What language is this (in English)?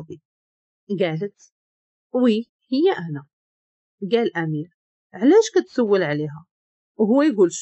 Moroccan Arabic